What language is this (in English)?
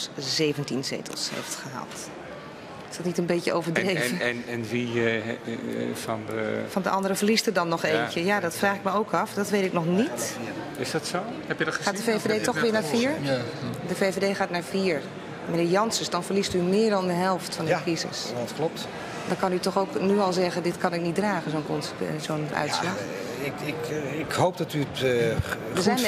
Dutch